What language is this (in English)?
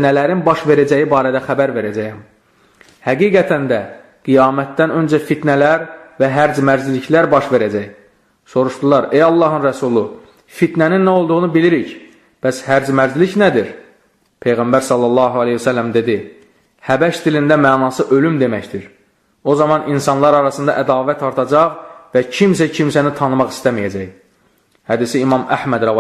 Azerbaijani